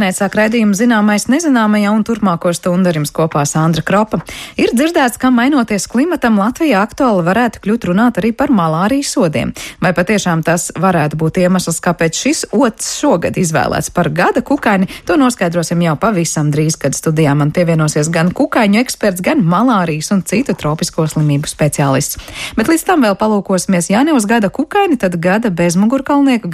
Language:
Latvian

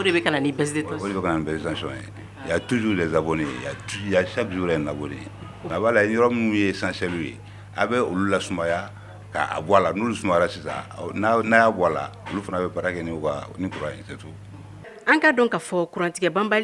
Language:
Bambara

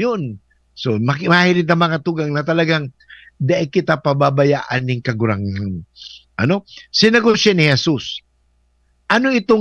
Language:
Bikol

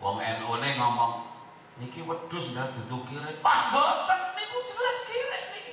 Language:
Javanese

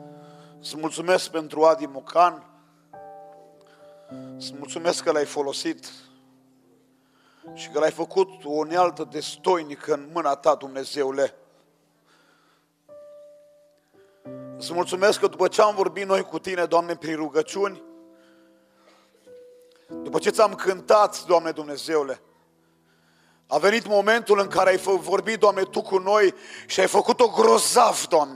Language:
Romanian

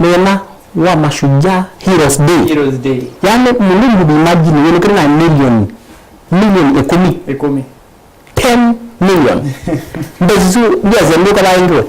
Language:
Kamba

